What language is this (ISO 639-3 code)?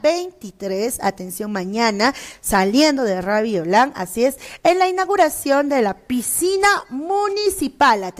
spa